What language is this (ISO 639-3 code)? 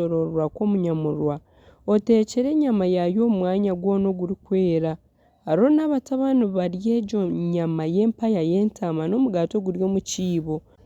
nyn